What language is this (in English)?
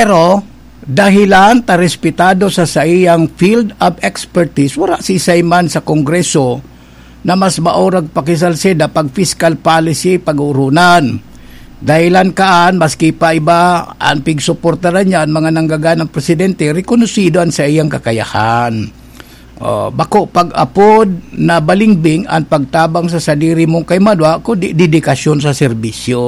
Bikol